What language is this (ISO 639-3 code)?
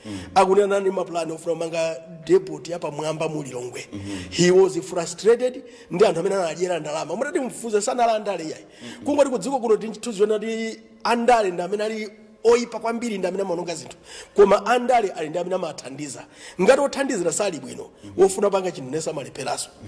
nya